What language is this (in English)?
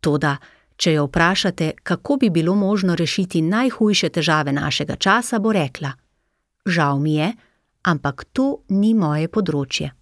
Slovenian